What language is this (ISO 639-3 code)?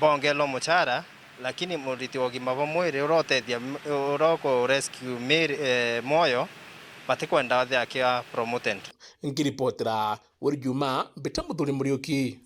mer